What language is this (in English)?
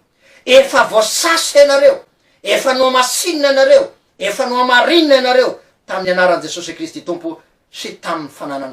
Malagasy